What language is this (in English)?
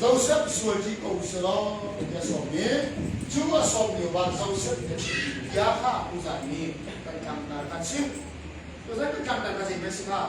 Hakha Chin